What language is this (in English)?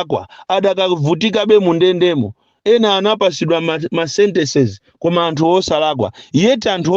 Nyanja